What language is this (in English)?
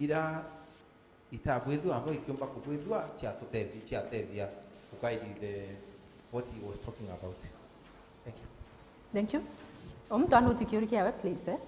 Meru